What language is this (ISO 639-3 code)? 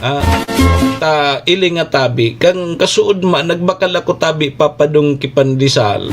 bik